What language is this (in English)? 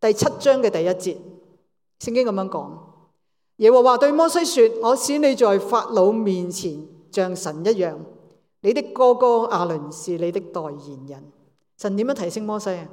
Cantonese